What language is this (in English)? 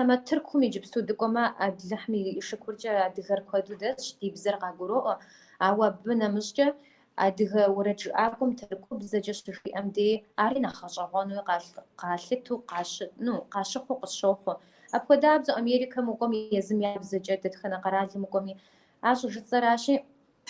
Kabardian